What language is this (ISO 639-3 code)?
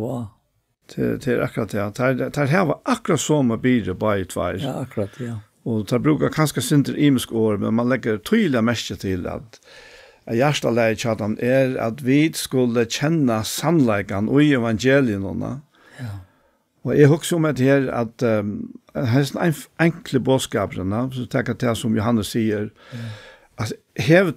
fao